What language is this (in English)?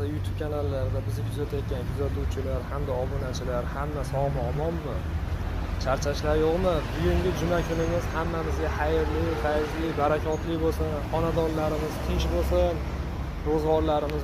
Uzbek